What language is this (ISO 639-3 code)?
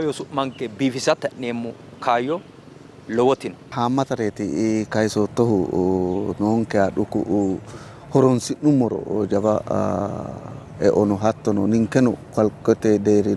sid